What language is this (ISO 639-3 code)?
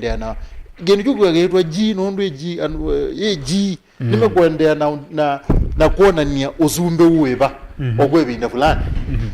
kam